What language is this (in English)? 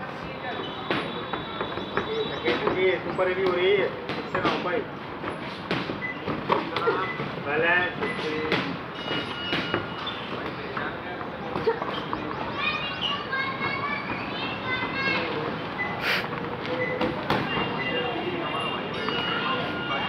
Hindi